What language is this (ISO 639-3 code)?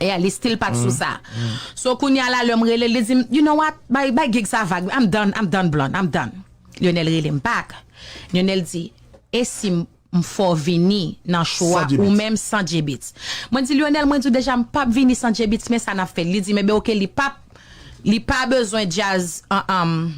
hat